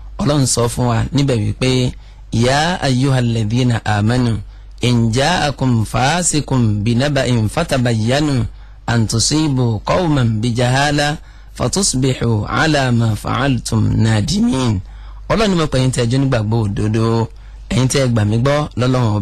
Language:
Yoruba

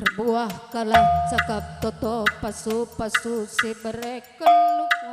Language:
Batak Karo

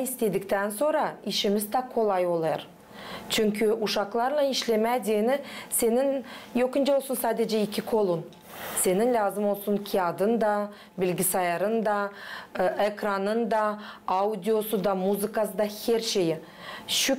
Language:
Gagauz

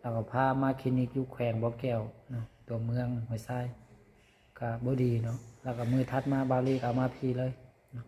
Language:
Lao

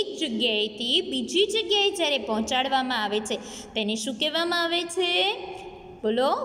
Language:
Gujarati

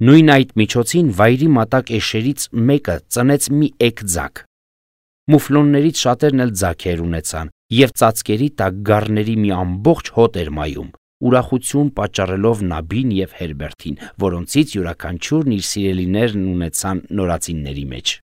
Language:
Armenian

